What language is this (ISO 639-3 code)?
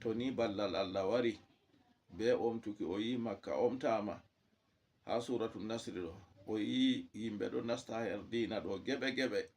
ful